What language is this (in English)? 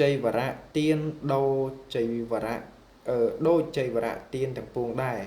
Khmer